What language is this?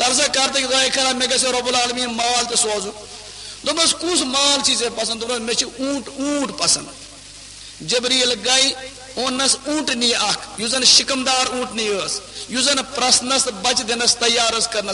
Kashmiri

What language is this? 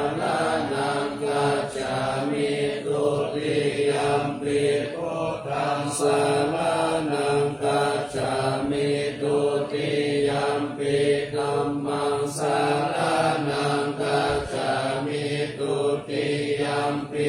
Pali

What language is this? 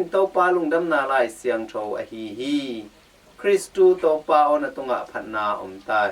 Tedim Chin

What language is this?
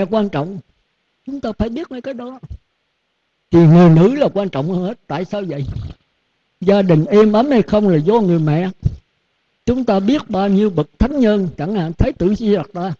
Vietnamese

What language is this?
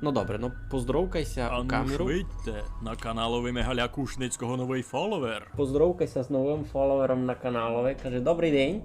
Rusyn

